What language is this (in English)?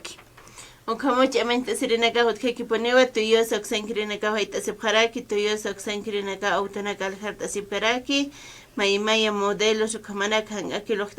Aymara